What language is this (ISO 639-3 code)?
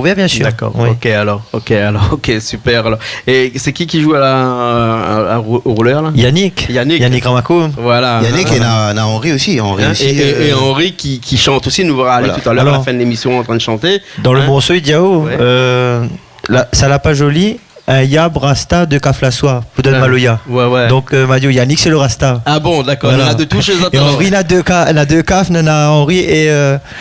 rcf